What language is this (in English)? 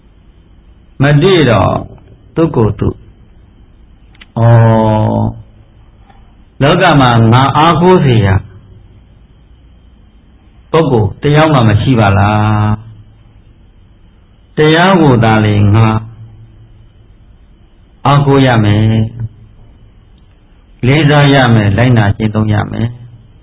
Burmese